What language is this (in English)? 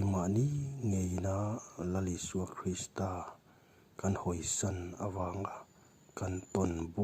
Mizo